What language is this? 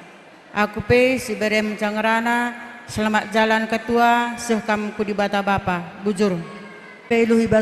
Batak Karo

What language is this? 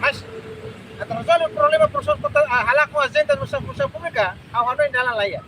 Tetum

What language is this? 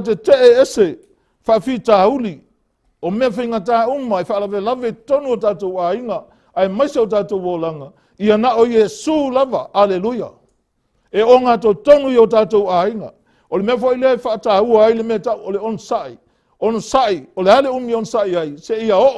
Samoan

